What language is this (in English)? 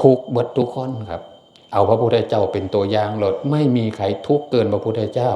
Northeastern Thai